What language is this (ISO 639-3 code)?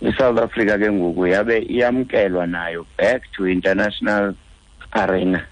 xho